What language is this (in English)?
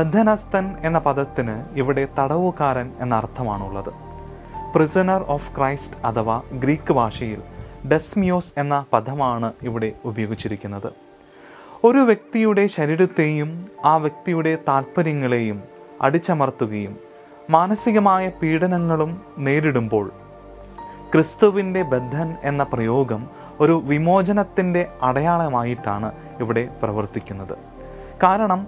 Malayalam